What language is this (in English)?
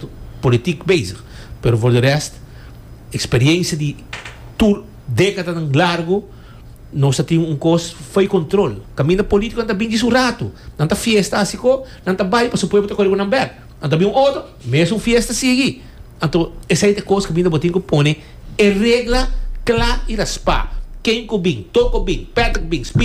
Papiamento